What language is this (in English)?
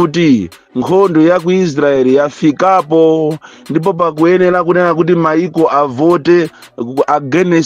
Nyanja